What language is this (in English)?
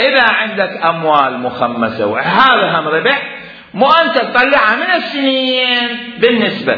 Mesopotamian Arabic